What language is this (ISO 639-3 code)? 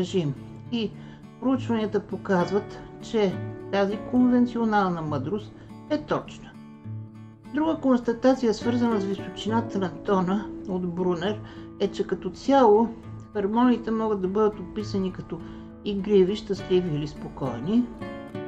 bul